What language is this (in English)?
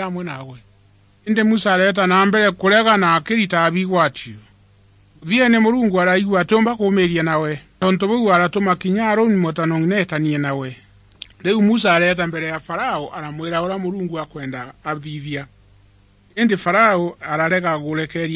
Meru